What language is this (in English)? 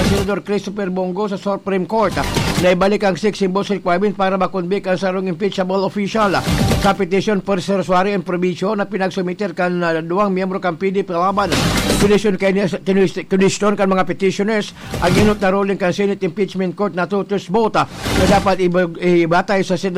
Bikol